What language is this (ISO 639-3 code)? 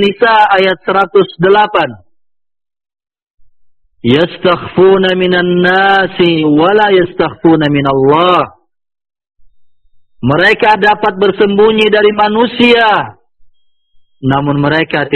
ind